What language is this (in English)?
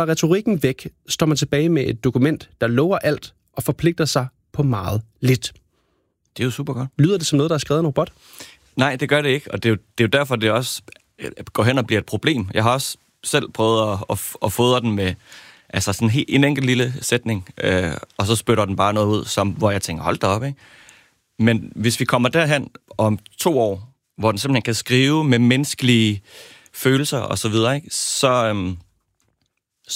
Danish